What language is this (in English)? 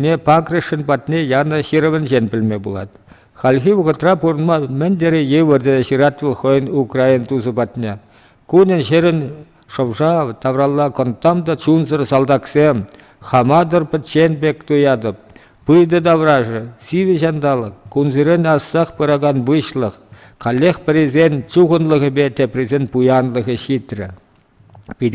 Chuvash